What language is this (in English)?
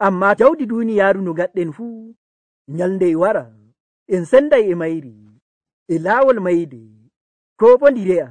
Nigerian Fulfulde